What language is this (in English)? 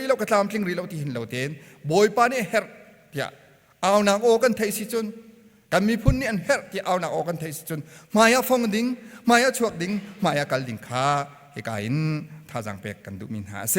Hakha Chin